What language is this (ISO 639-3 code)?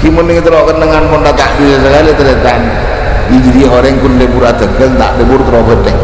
mad